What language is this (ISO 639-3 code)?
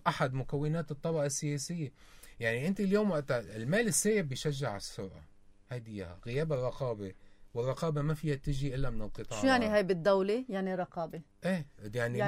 apc